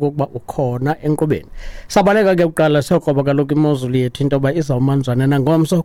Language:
Xhosa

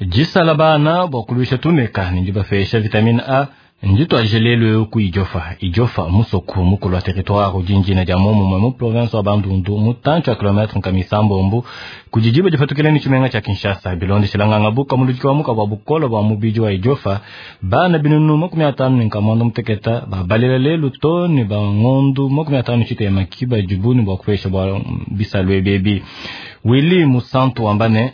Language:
Luba-Lulua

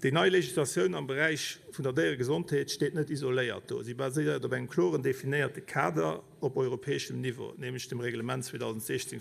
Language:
Luxembourgish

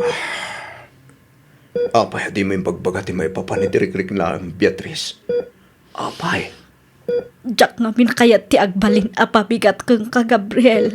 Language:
Iloko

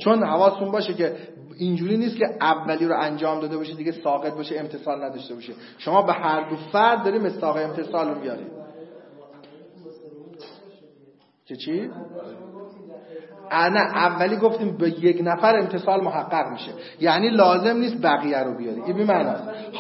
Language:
Persian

